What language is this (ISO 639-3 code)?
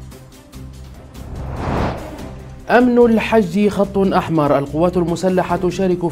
ara